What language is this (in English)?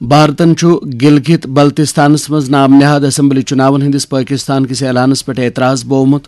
Kashmiri